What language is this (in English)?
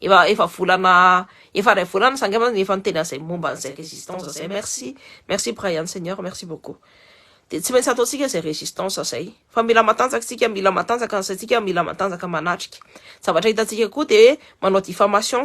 Malagasy